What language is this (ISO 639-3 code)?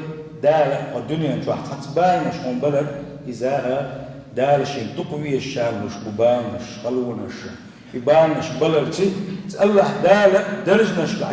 che